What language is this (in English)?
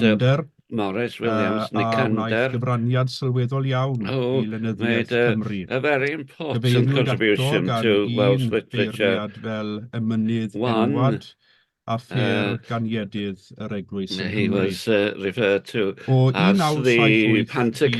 Welsh